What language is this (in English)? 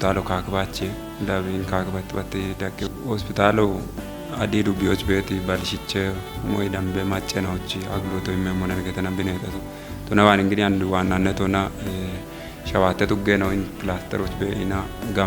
Kafa